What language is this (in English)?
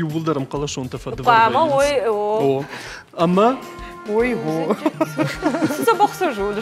Ossetic